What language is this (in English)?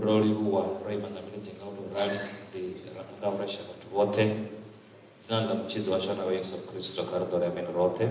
Venda